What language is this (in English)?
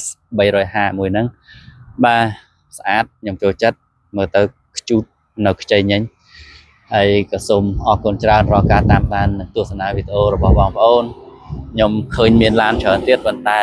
Khmer